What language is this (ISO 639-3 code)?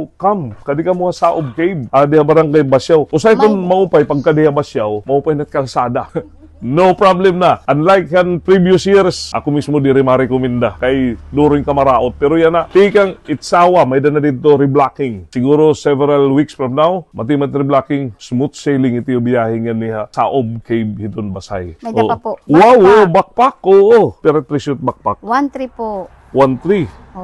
war